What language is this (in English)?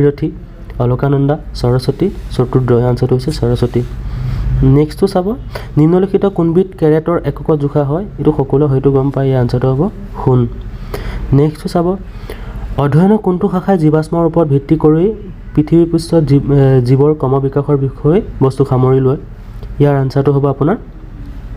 Assamese